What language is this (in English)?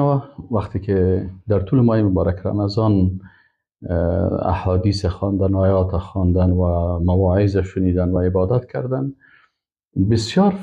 Persian